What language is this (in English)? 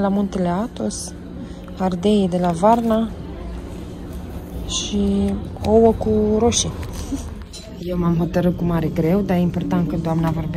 Romanian